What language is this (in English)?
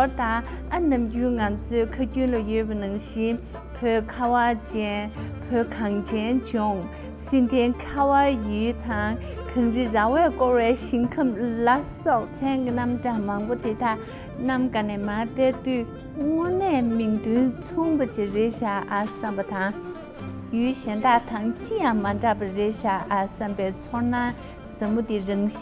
Tibetan